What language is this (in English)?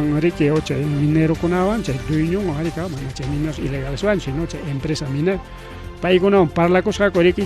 Ayacucho Quechua